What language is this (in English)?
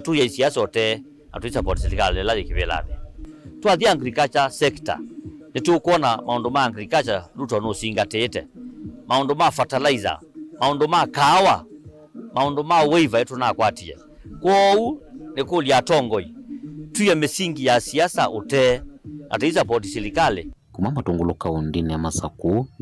Kamba